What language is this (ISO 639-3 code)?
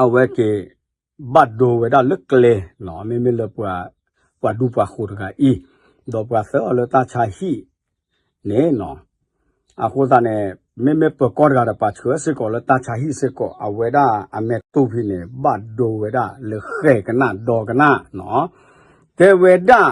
ksw